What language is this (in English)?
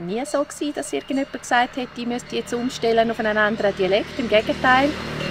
Swiss German